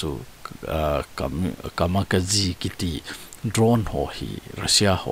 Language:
Thado Chin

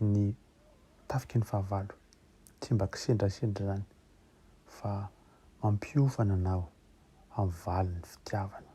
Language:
Malagasy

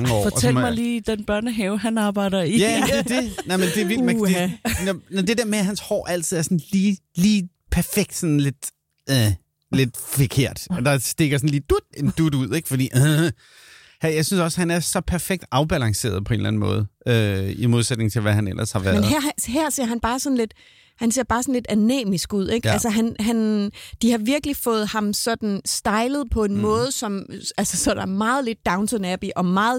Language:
Danish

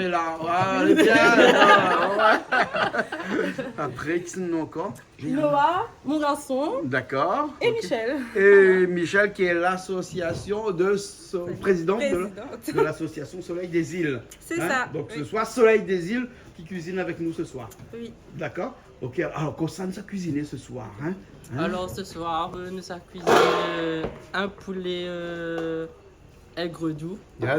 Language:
Réunion Creole French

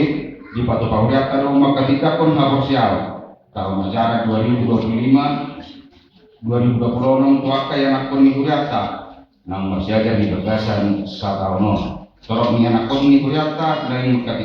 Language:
Batak Toba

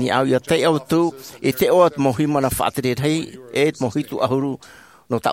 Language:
Tahitian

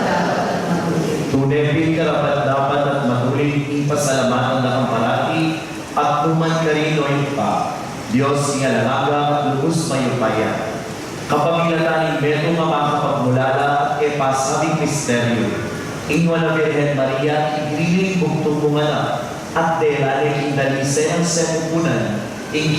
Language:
Pampanga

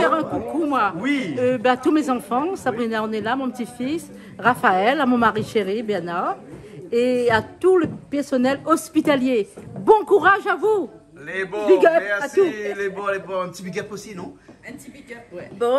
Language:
Réunion Creole French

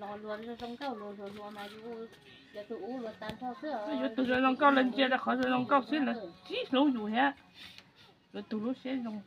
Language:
Hmong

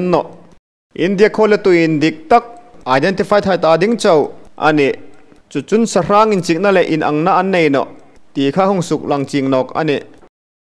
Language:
Hmar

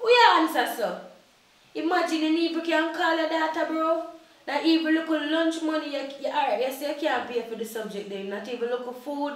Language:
Jamaican Creole English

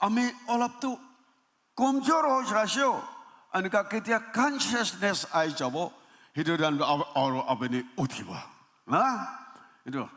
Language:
Naga Pidgin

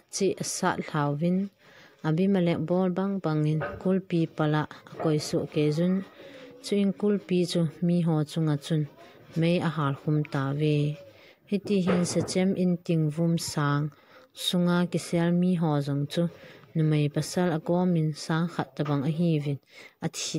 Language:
Thado Chin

